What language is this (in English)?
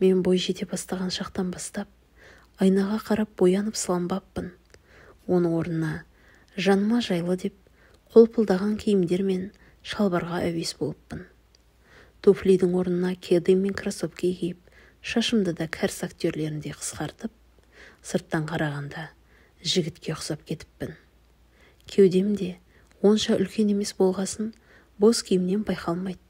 Kazakh